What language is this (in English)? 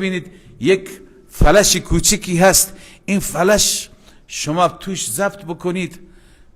Persian